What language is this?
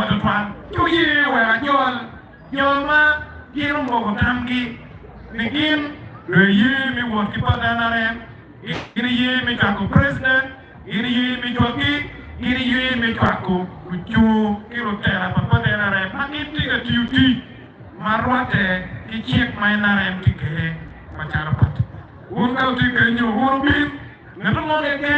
Acoli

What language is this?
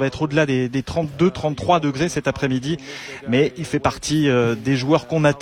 French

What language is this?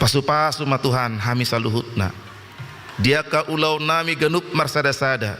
Batak Toba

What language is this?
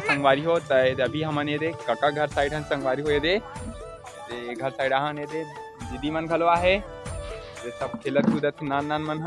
Chhattisgarhi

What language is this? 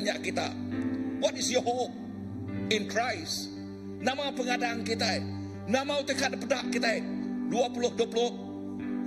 Iban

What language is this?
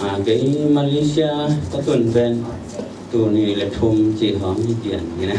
Tedim Chin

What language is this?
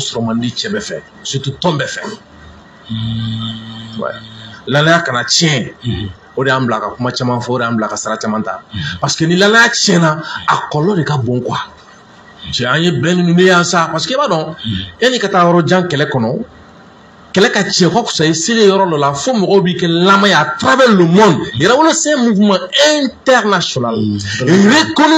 Bambara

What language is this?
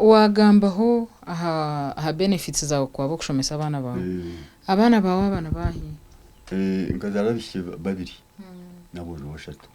Nyankole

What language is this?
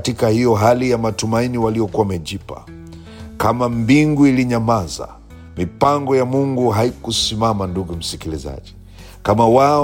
Swahili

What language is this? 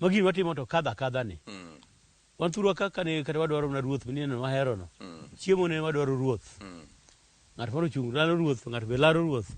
Luo (Kenya and Tanzania)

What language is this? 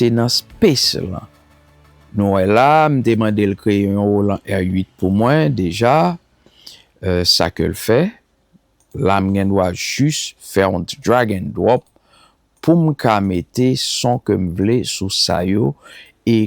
Haitian Creole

